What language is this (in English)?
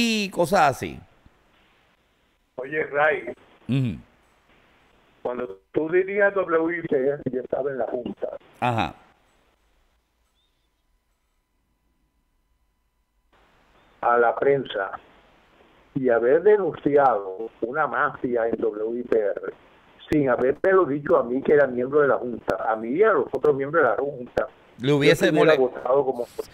Spanish